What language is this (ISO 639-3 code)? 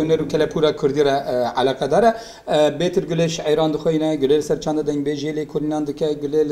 kur